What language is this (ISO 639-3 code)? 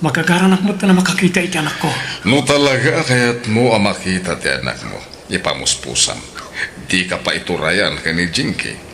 ilo